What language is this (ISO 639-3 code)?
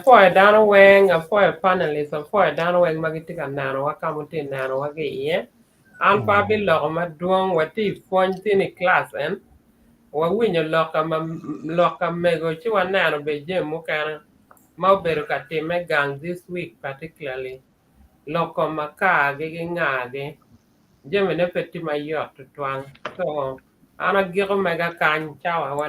ach